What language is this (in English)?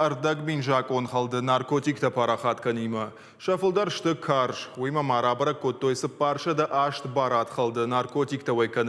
Ossetic